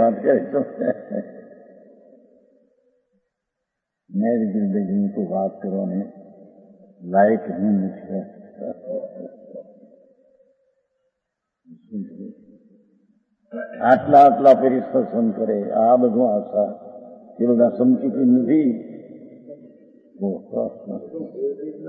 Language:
Gujarati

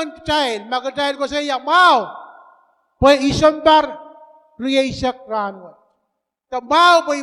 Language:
Pohnpeian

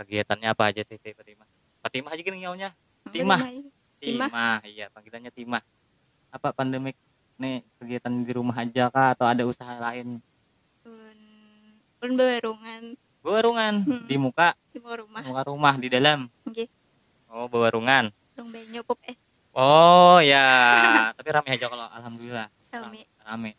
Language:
Banjar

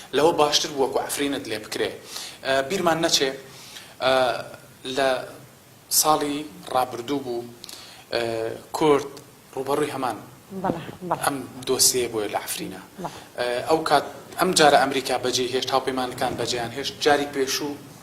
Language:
Central Kurdish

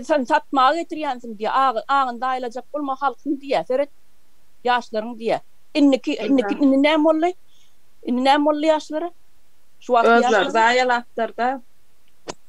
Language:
Turkmen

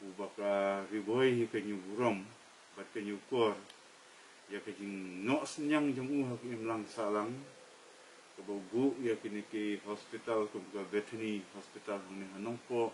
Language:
Khasi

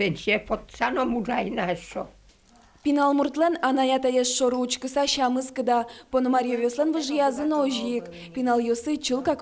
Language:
Udmurt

